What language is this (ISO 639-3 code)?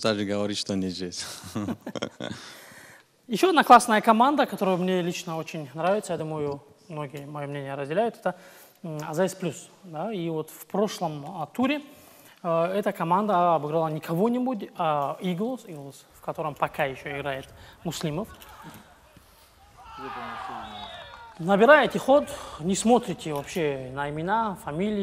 rus